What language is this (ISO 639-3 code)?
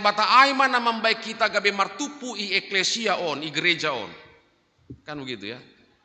bts